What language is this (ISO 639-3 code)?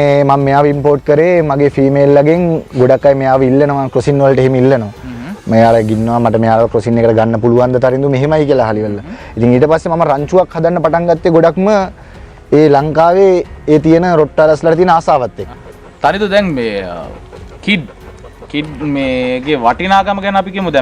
sin